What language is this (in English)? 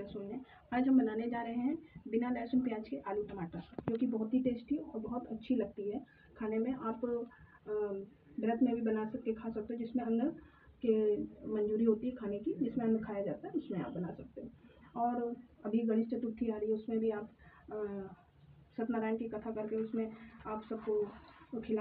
Hindi